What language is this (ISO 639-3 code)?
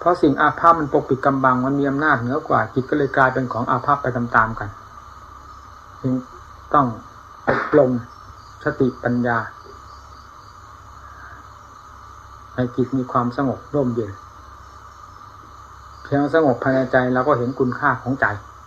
tha